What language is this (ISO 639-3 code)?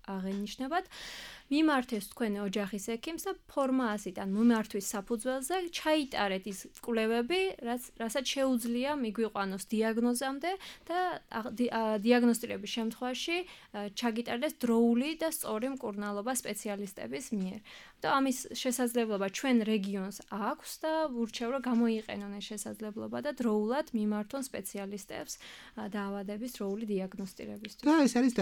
kat